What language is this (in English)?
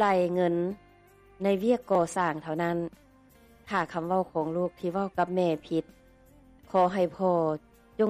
Lao